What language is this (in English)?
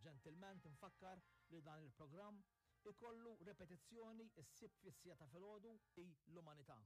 Maltese